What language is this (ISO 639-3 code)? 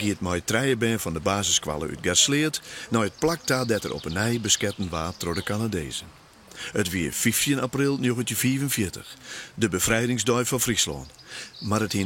fry